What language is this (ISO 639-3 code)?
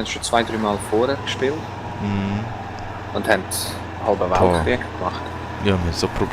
gsw